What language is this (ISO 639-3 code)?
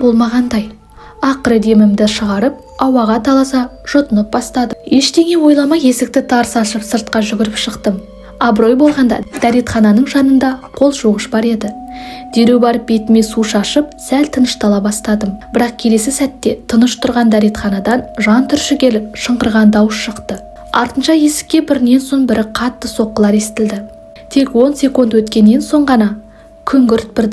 kaz